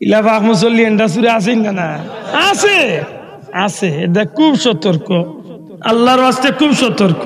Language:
Sylheti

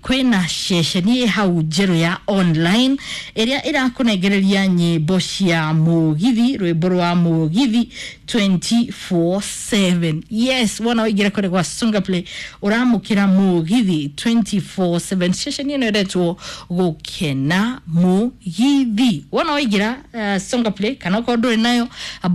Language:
Kikuyu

